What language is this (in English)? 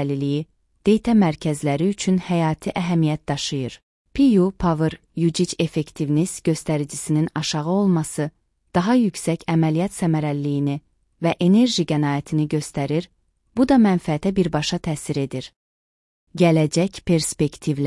Azerbaijani